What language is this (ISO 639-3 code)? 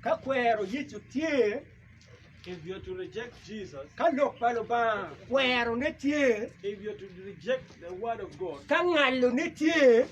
ach